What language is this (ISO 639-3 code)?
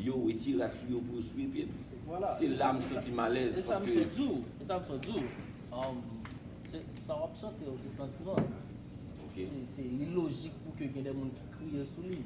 hat